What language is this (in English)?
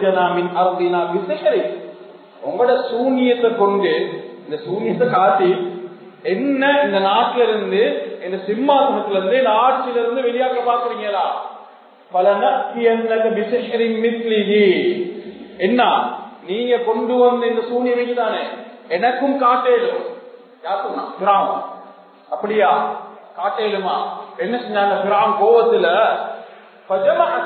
Tamil